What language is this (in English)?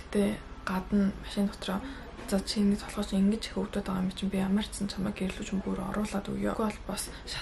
Mongolian